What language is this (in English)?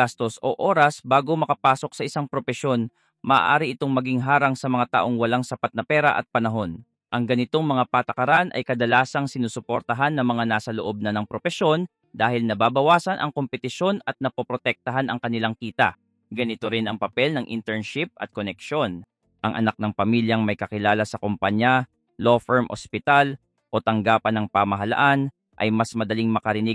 Filipino